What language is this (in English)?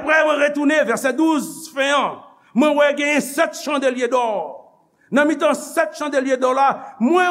Haitian Creole